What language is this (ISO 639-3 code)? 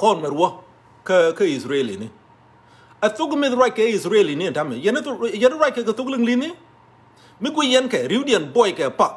nus